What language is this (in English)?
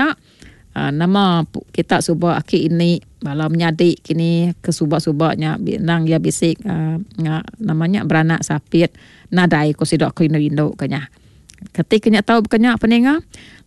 Iban